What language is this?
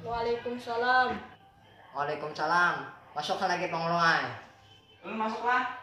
Banjar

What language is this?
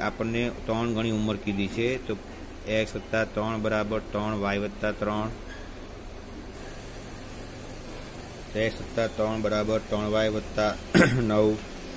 Gujarati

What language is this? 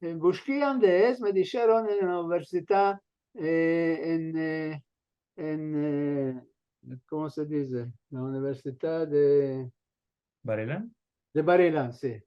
Ladino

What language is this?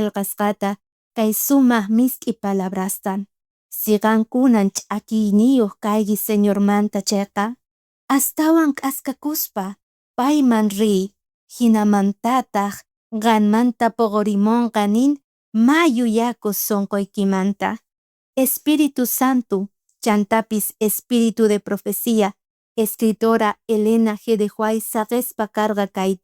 South Bolivian Quechua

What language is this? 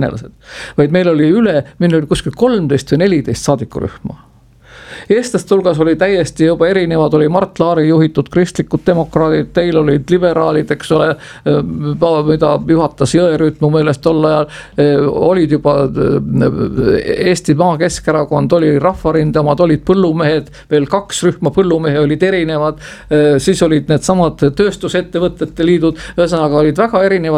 Estonian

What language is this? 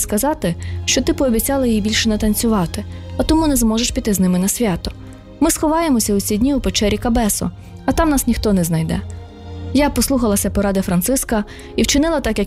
Ukrainian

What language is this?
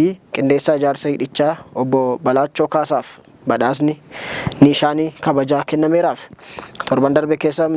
Oromo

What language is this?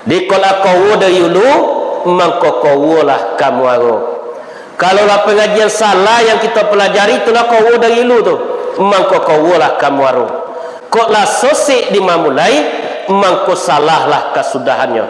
Minangkabau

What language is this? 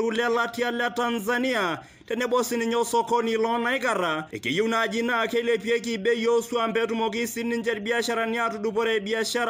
Masai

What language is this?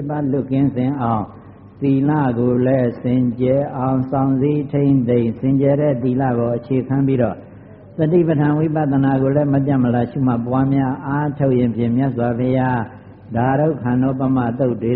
Burmese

